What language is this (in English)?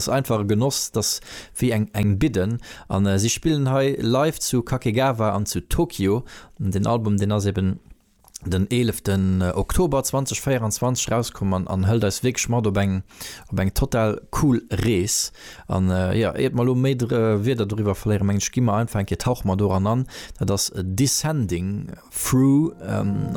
Luxembourgish